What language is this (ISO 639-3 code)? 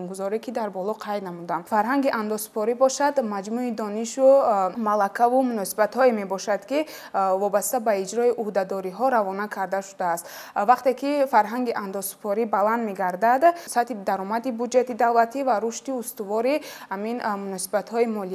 tgk